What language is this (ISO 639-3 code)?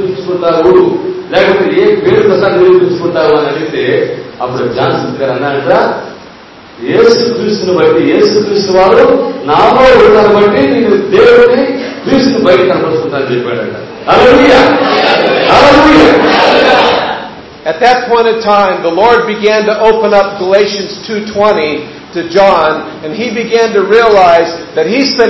tel